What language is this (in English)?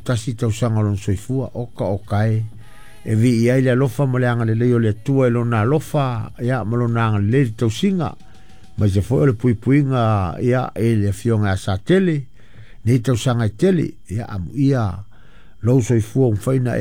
Samoan